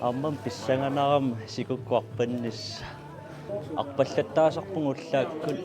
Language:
Kalaallisut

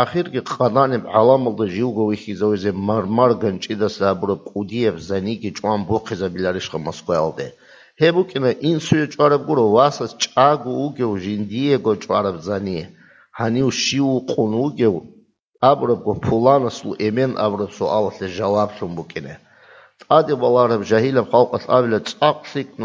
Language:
Avaric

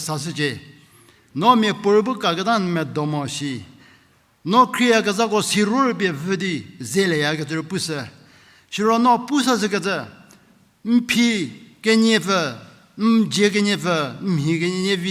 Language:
Angami Naga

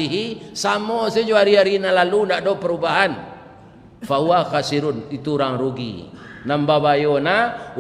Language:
Minangkabau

